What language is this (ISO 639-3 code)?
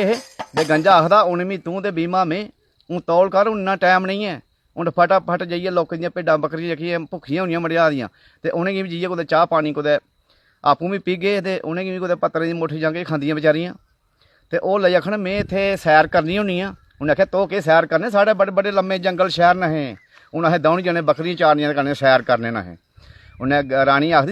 doi